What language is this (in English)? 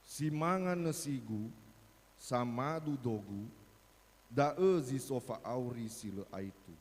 Nias